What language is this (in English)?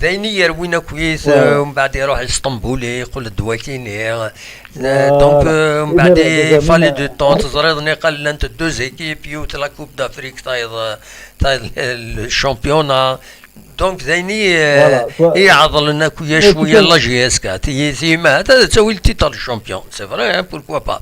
Kabyle